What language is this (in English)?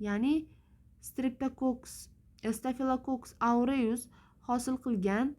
Uzbek